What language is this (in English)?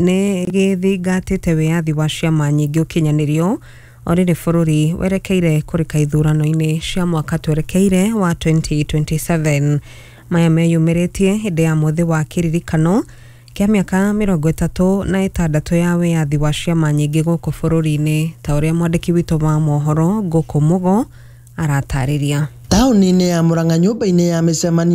Kikuyu